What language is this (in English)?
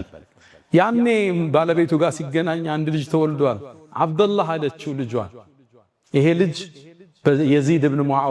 Amharic